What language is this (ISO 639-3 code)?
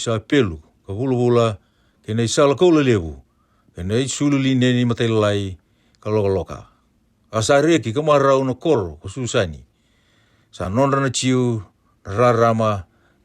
fij